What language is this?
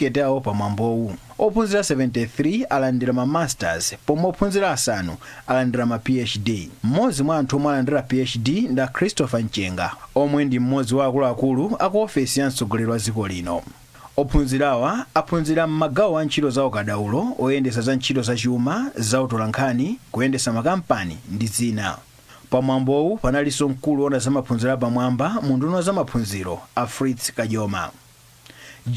Nyanja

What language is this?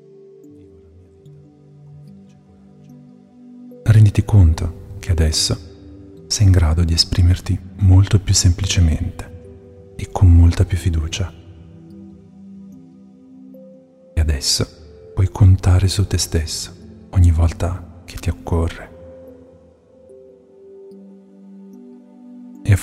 Italian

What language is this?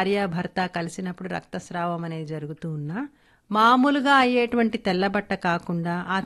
Telugu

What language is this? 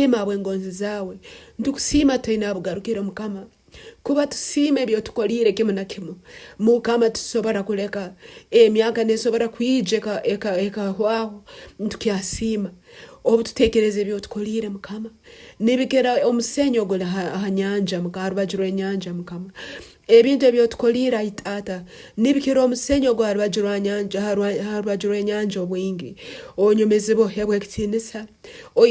Tooro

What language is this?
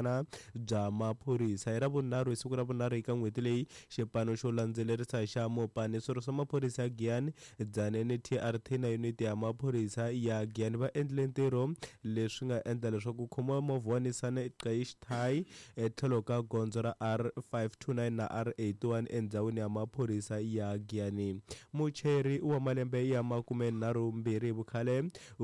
Tsonga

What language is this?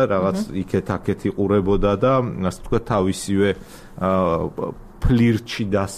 Georgian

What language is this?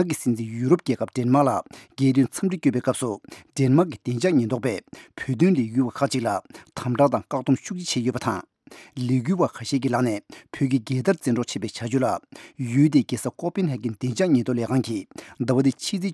Tibetan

